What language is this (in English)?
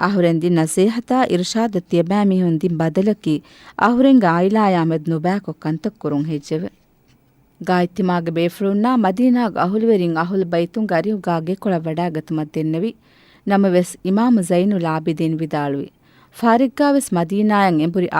Divehi